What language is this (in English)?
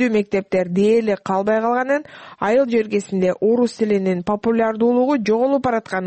Kyrgyz